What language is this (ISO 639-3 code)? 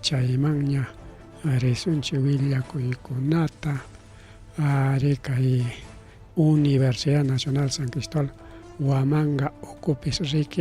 quy